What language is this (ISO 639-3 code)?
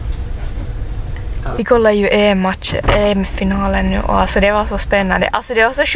swe